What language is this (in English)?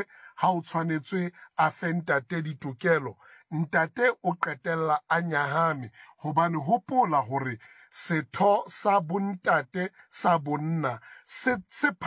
Southern Sotho